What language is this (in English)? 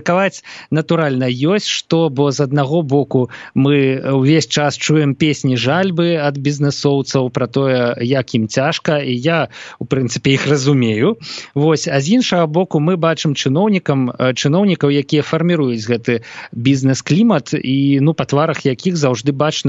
Belarusian